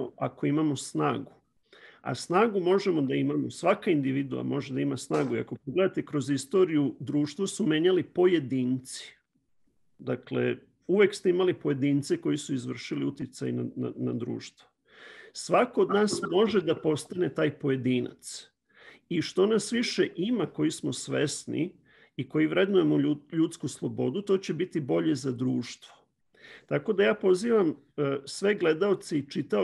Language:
Serbian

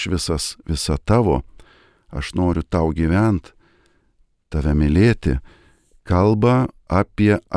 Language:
Lithuanian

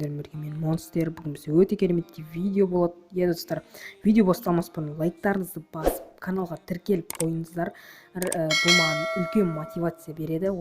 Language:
Kazakh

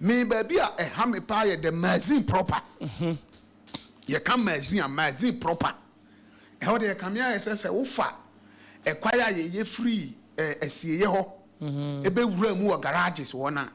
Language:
Akan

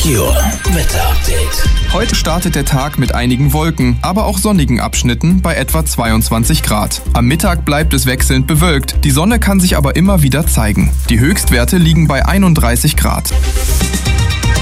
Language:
German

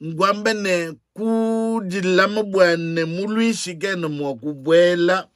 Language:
Luba-Lulua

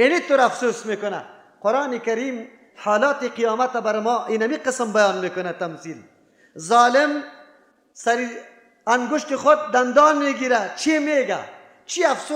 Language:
Persian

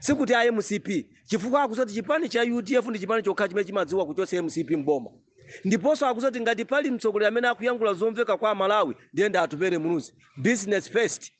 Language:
Nyanja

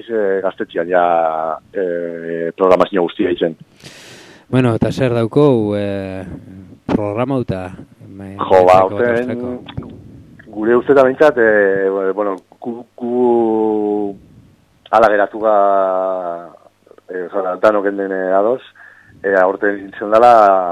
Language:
Basque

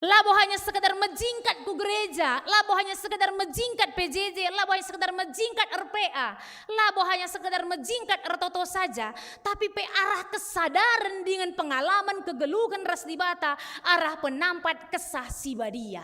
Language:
Batak Karo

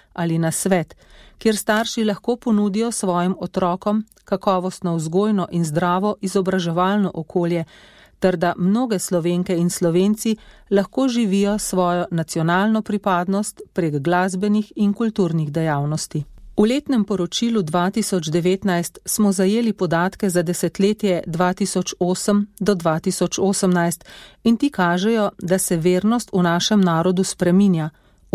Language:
Slovenian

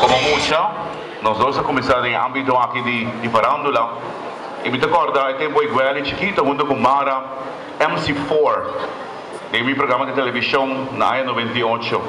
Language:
Papiamento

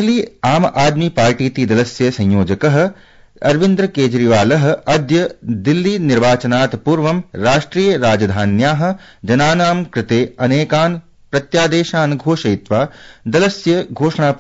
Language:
Sanskrit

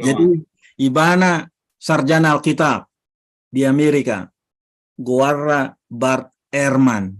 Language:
Batak Toba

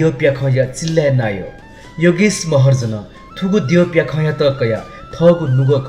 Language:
Newari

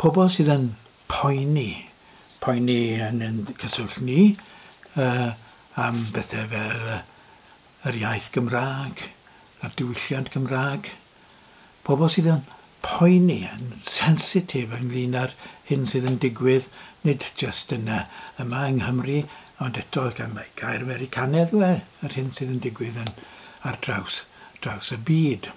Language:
Welsh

